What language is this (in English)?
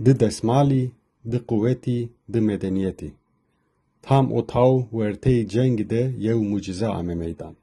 Zaza